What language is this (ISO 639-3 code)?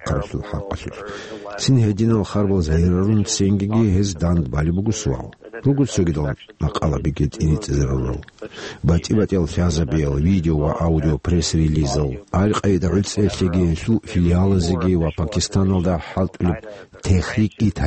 ava